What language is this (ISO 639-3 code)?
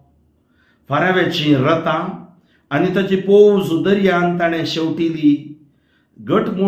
kok